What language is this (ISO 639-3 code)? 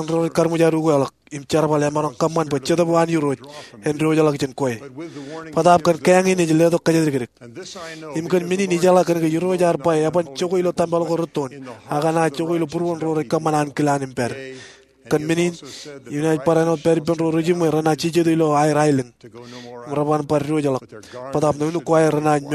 mah